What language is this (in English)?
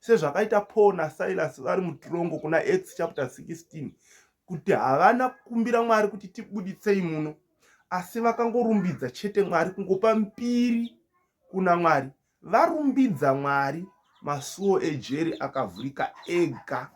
Shona